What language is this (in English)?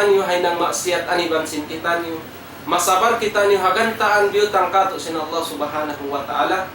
Tausug